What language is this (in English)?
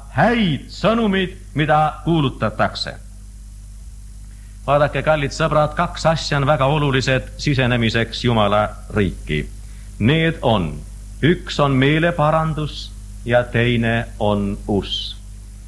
Estonian